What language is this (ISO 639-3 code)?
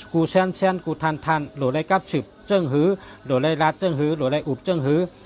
shn